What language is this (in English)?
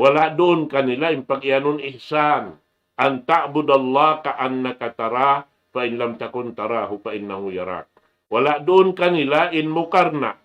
Tausug